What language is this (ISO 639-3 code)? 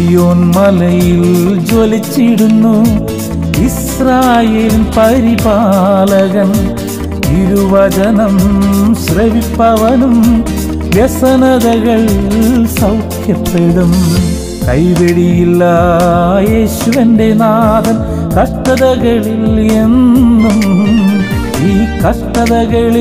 mal